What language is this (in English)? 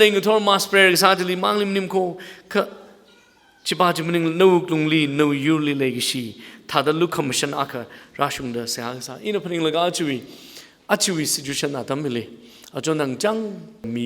Tangkhul Naga (India)